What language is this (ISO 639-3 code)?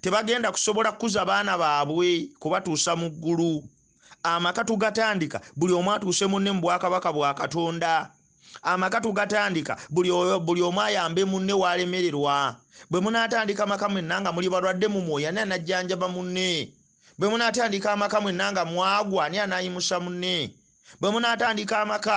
lug